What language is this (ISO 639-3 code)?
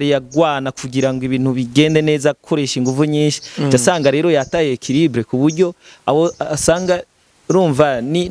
run